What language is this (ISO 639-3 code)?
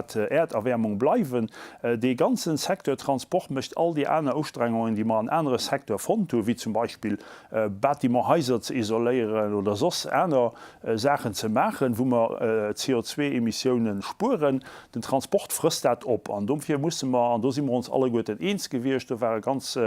ltz